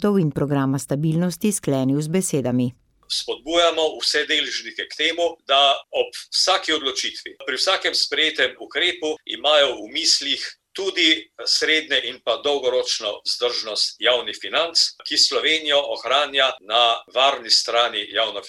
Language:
Slovenian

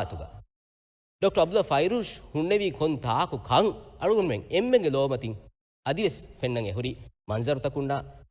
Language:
Divehi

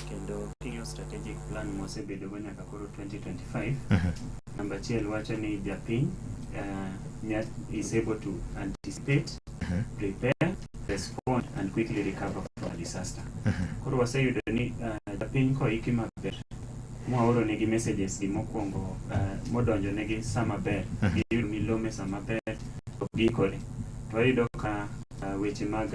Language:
Luo (Kenya and Tanzania)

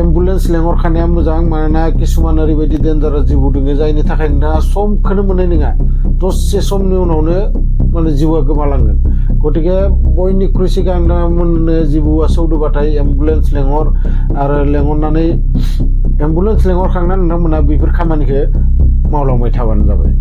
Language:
Bodo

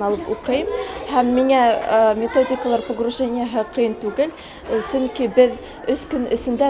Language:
Bashkir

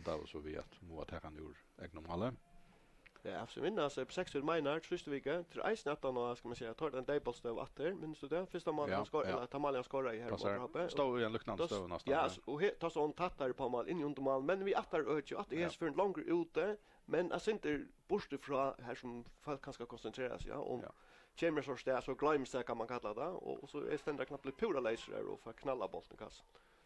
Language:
Faroese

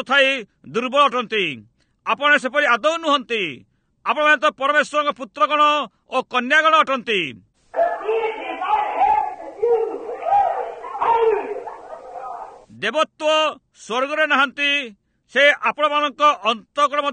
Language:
Odia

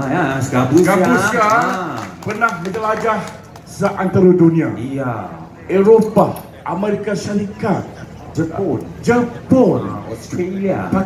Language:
Malay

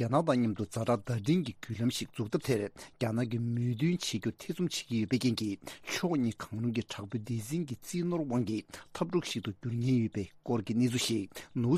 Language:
Tibetan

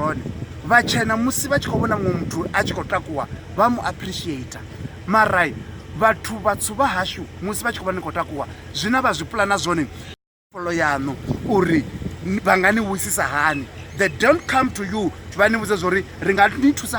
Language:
Venda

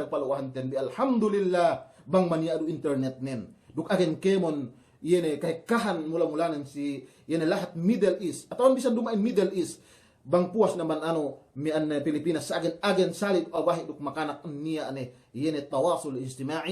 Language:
Yakan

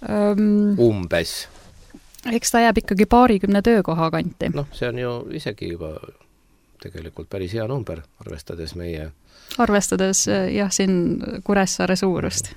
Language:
Estonian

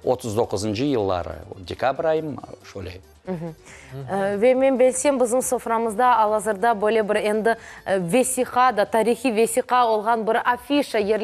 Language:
Crimean Tatar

